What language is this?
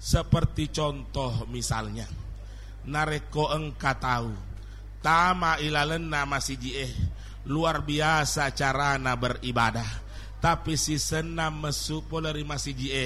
Buginese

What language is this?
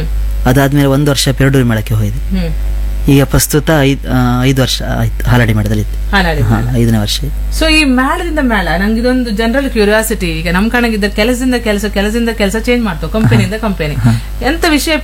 Kannada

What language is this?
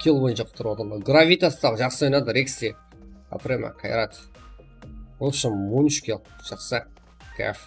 Kara-Kalpak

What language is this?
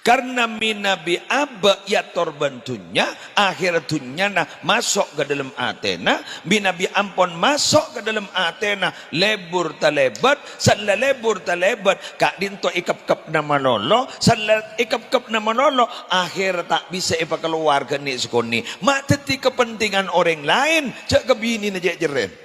Madurese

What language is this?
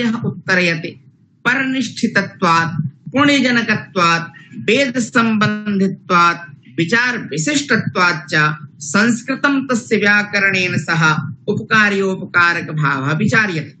Sanskrit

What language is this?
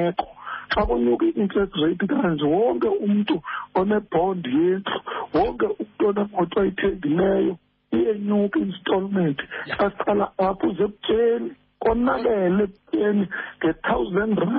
Xhosa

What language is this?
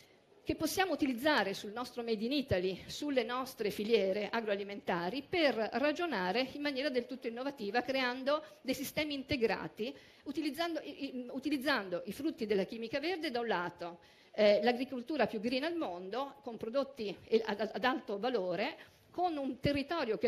Italian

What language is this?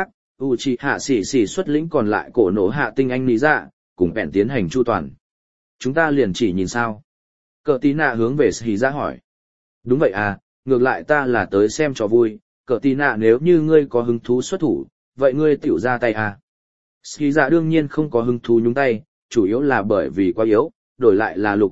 Vietnamese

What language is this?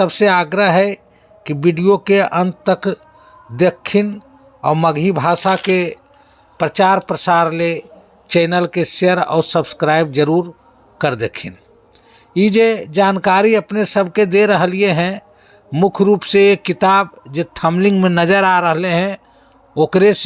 Magahi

